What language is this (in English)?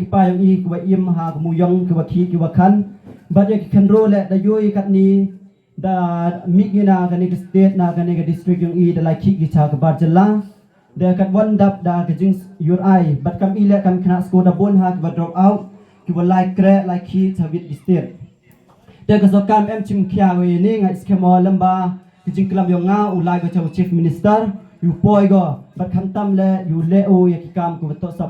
Khasi